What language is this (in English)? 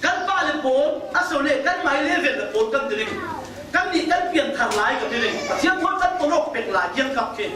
Falam Chin